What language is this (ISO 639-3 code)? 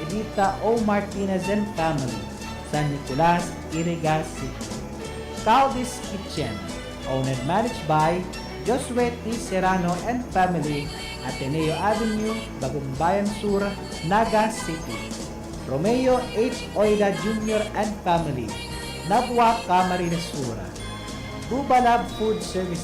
bik